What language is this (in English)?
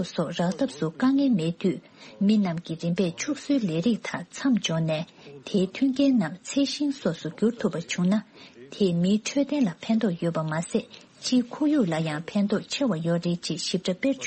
Tibetan